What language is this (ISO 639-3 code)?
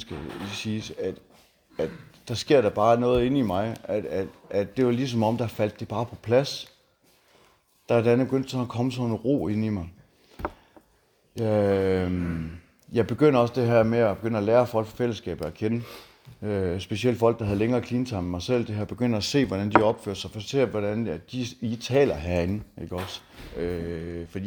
dan